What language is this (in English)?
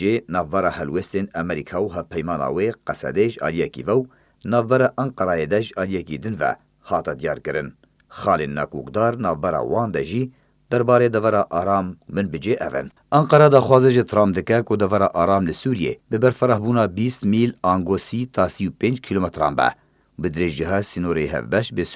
Kurdish